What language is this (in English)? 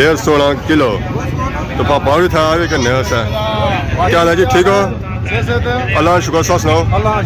Pahari-Potwari